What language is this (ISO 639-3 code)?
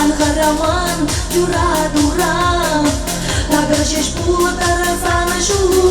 chv